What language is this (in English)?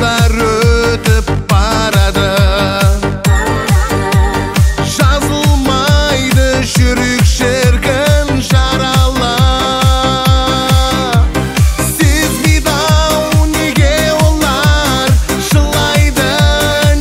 Kazakh